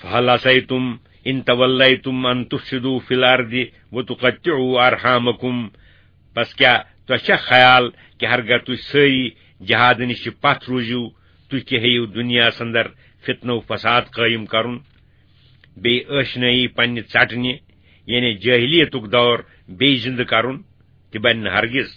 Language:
Kashmiri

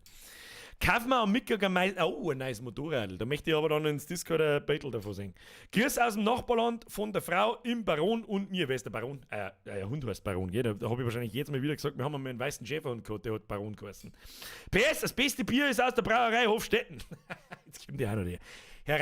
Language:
Bavarian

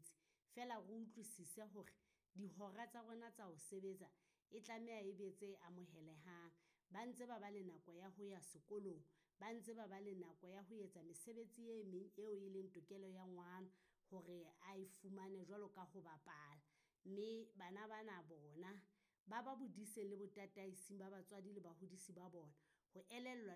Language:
Southern Sotho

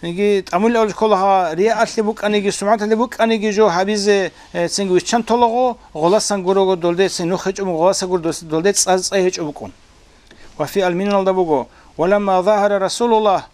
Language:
Avaric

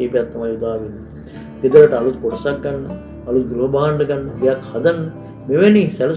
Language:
Sinhala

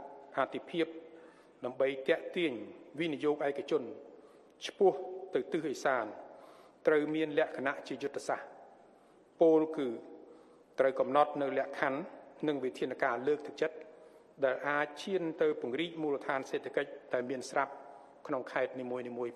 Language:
Khmer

